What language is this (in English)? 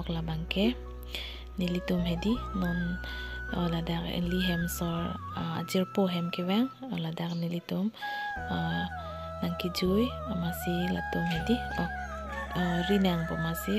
Karbi